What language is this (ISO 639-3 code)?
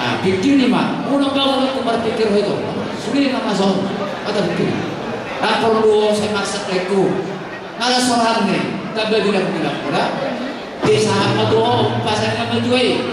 bbc